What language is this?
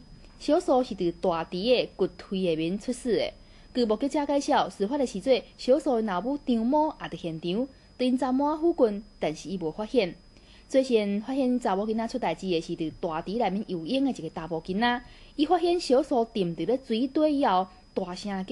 Min Nan Chinese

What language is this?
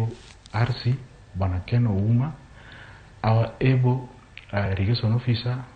Luo (Kenya and Tanzania)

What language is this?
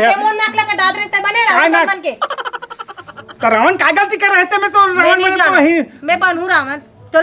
Chhattisgarhi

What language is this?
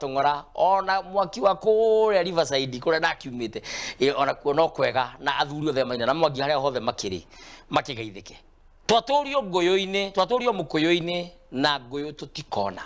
Kikuyu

